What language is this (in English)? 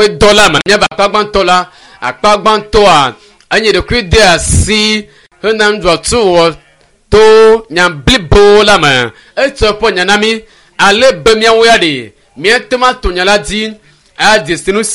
Ewe